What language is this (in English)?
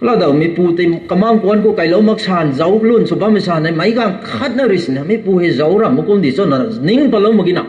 Rongmei Naga